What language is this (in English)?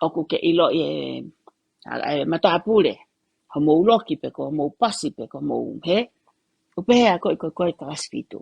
Tongan